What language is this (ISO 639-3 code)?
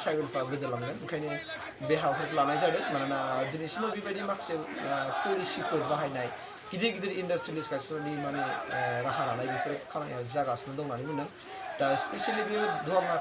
brx